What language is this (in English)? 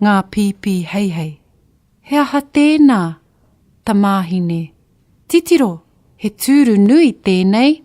Māori